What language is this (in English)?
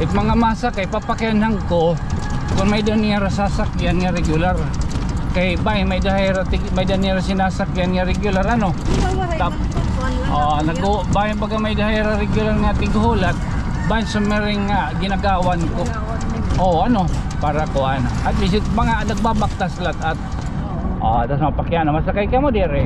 Waray